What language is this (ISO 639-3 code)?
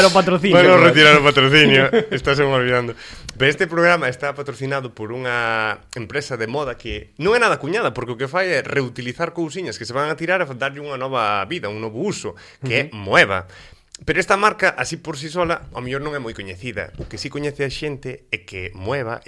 glg